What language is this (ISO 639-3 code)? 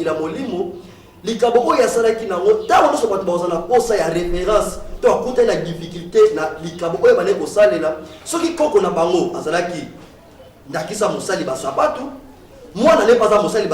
lin